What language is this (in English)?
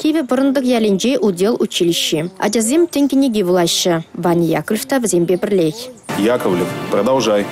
Chuvash